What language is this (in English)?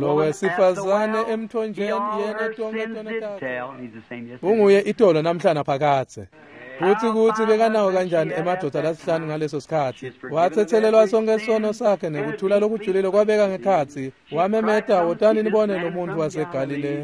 Swati